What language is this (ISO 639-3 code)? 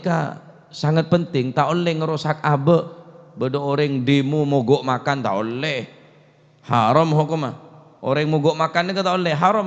mad